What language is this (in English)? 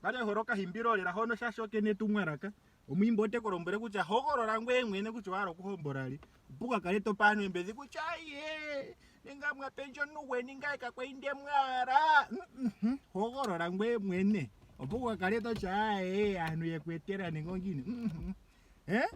Ndonga